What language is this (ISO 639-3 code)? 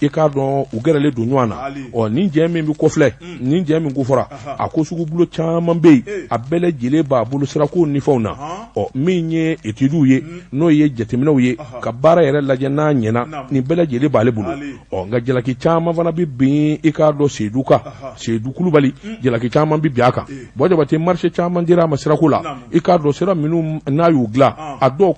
bam